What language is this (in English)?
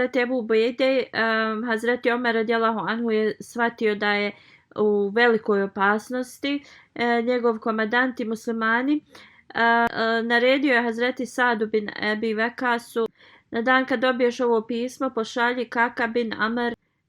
Bosnian